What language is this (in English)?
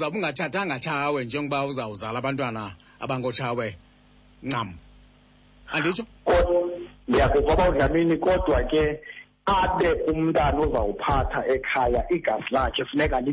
Xhosa